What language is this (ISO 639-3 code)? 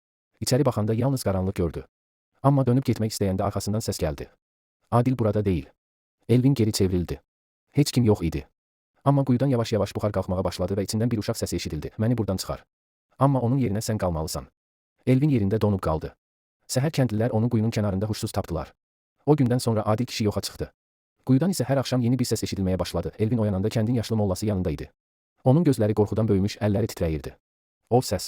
aze